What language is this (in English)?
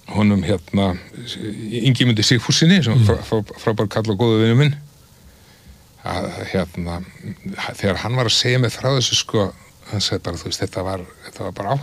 Icelandic